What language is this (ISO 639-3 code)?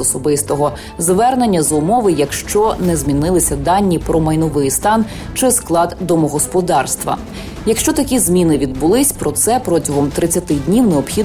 ukr